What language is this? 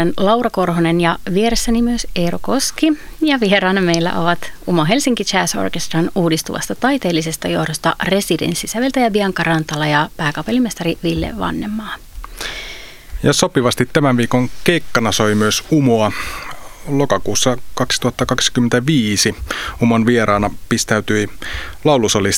Finnish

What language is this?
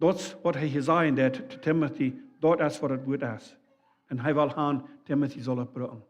Plautdietsch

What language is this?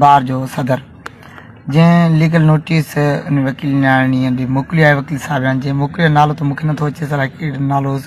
Sindhi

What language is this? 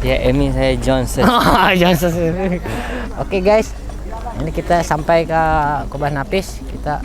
Banjar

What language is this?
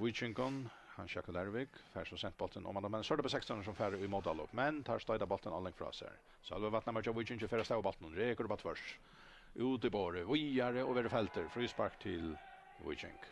Faroese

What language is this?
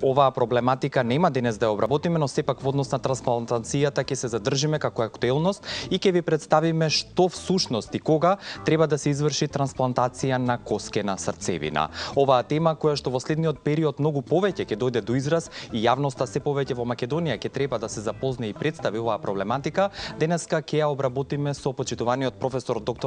Macedonian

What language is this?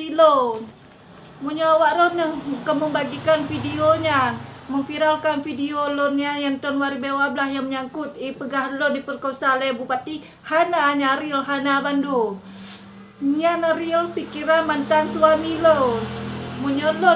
Achinese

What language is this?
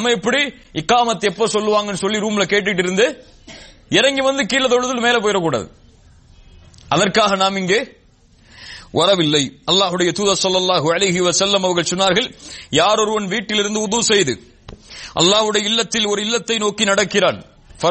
Tamil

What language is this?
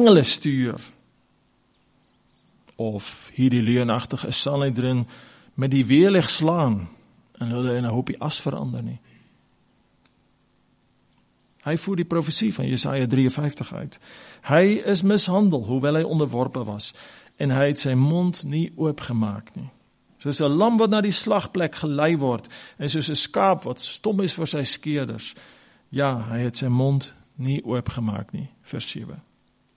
Afrikaans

